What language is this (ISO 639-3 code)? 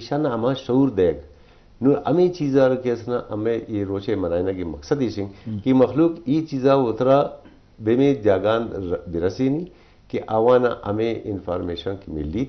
bgp